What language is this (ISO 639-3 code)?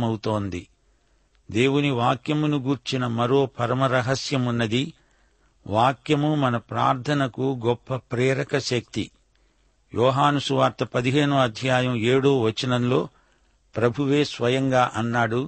tel